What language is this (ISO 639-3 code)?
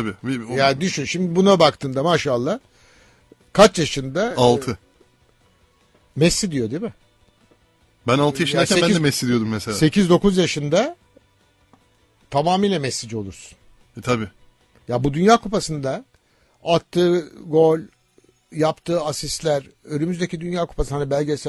tur